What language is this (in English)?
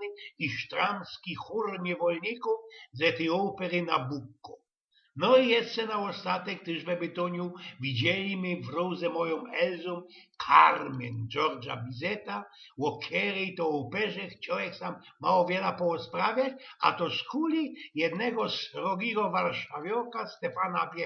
Silesian